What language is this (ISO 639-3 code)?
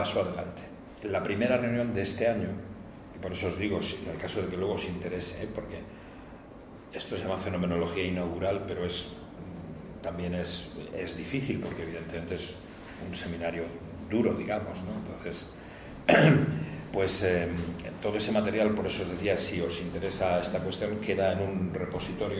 spa